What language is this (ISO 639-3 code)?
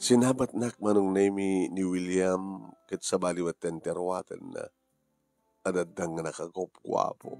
ilo